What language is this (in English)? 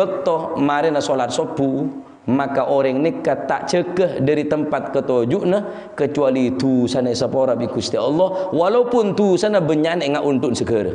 Madurese